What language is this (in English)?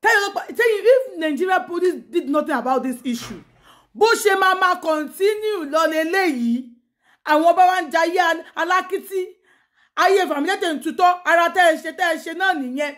Yoruba